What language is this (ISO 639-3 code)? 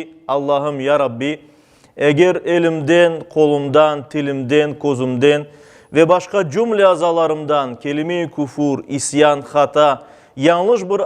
crh